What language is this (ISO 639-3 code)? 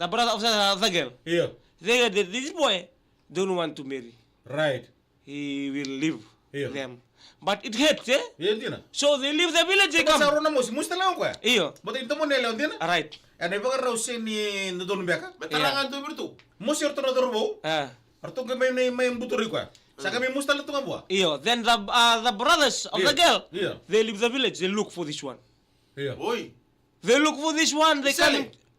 fij